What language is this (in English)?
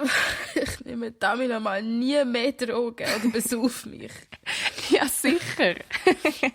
Swiss German